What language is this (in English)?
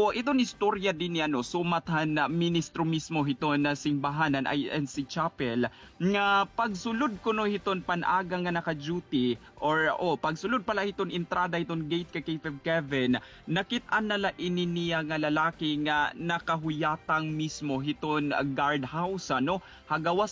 Waray